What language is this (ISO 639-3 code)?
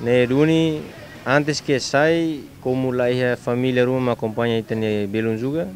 tet